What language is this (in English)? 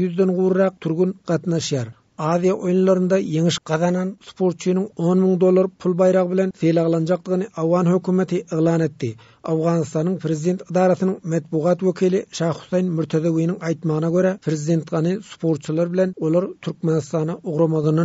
Turkmen